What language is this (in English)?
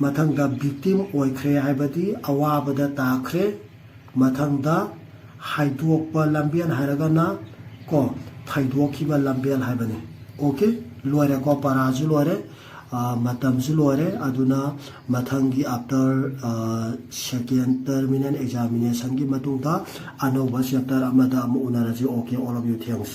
Manipuri